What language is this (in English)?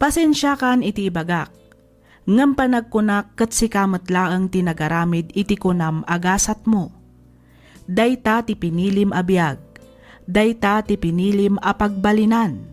Iloko